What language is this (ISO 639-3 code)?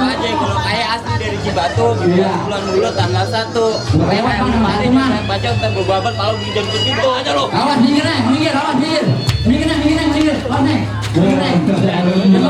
bew